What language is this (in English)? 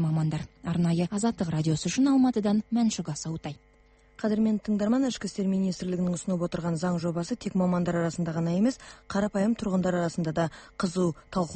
Kazakh